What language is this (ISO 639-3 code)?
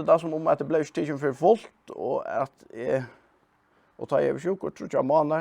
fao